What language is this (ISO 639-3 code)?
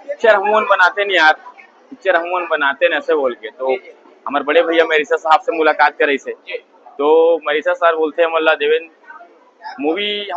hne